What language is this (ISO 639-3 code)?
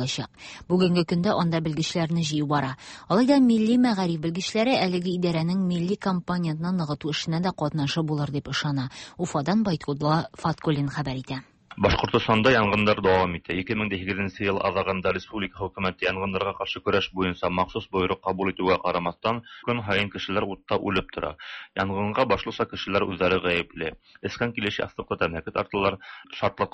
tat